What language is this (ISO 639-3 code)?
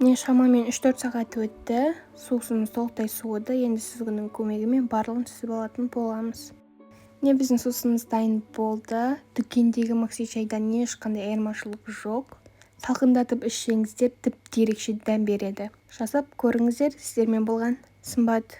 kaz